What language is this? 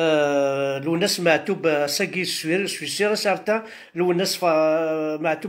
Kabyle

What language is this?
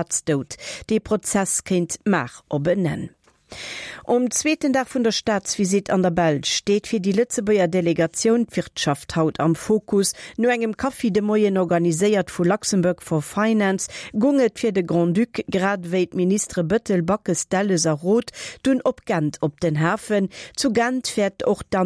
Luxembourgish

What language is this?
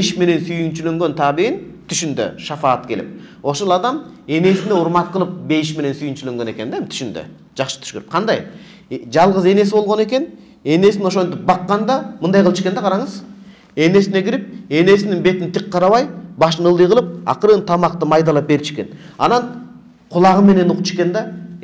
Kyrgyz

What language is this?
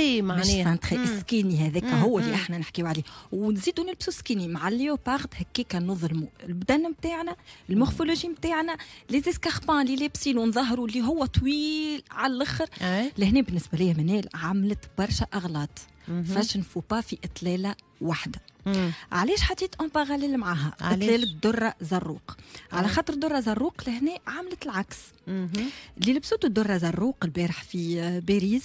Tunisian Arabic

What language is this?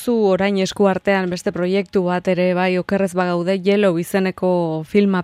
Basque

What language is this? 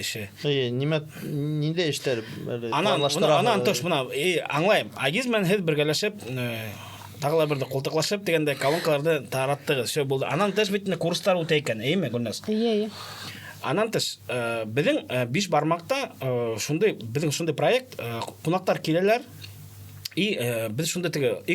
Bashkir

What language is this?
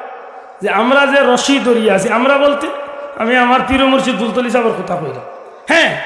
Sylheti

